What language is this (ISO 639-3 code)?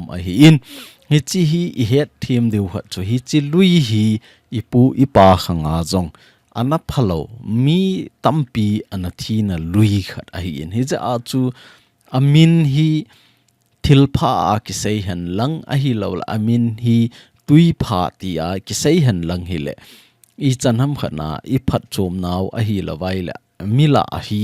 tcz